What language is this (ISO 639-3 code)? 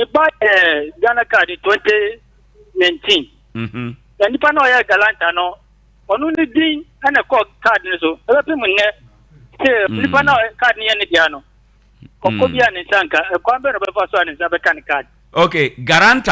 aka